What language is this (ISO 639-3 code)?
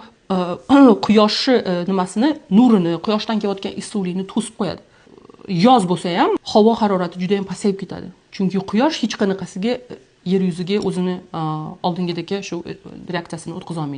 uzb